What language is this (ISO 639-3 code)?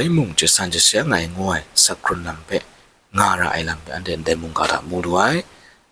kac